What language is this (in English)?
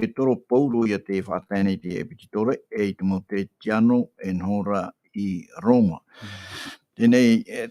Tahitian